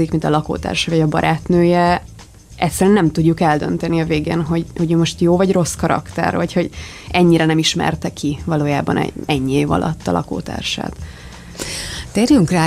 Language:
Hungarian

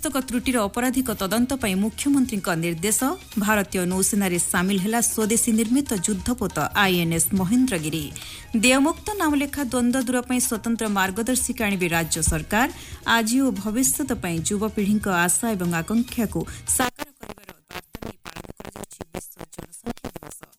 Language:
Odia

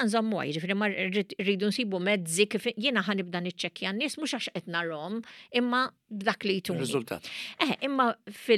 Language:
Maltese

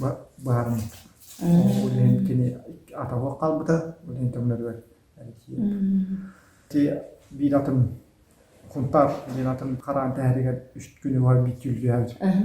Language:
Yakut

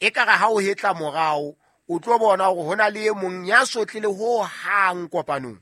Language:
Southern Sotho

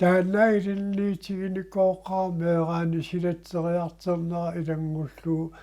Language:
Kalaallisut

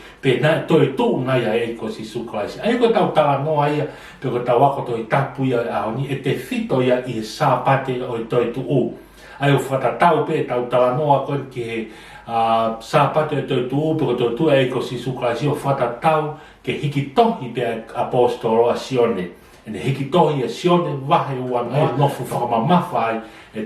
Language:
Tongan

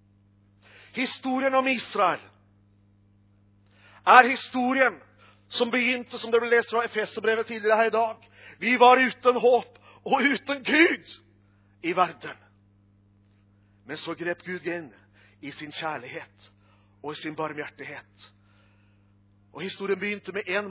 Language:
Norwegian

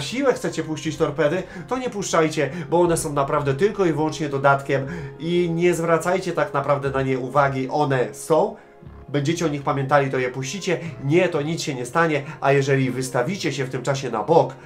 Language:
Polish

